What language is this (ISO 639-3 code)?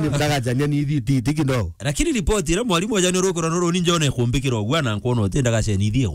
mer